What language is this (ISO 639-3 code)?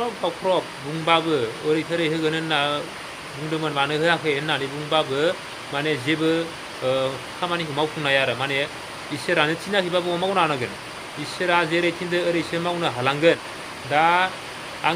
brx